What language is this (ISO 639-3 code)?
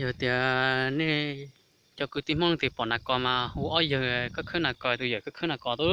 hmn